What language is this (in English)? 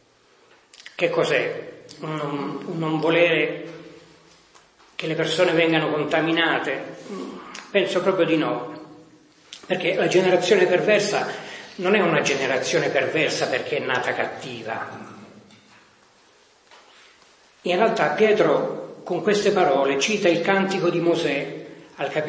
Italian